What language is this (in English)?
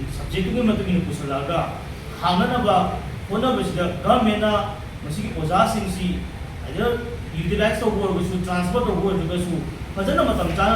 Manipuri